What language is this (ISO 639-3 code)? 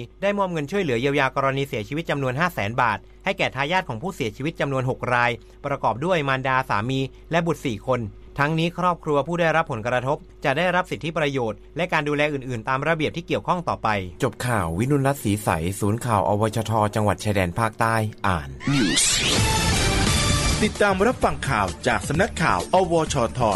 tha